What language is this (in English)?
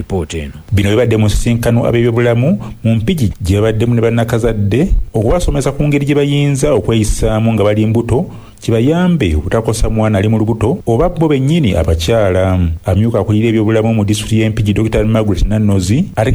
Ganda